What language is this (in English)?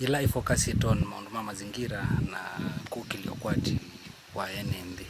Kamba